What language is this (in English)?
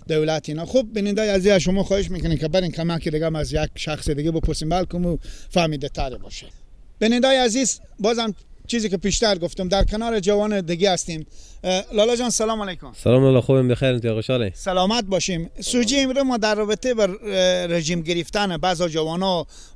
Persian